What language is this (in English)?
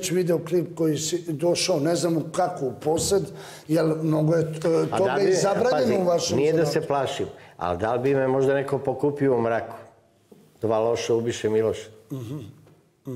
Serbian